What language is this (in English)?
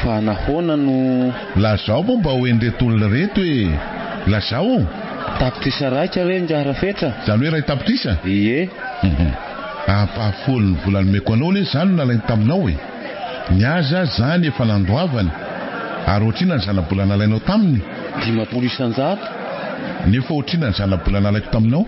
Malagasy